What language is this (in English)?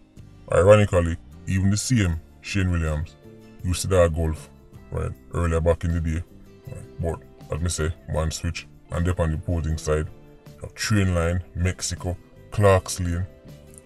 Jamaican Creole English